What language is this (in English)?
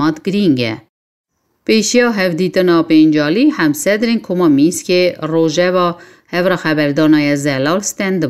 Kurdish